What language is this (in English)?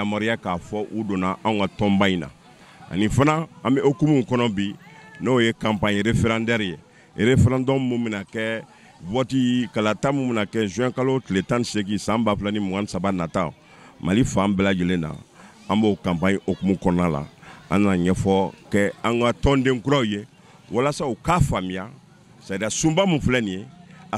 Bambara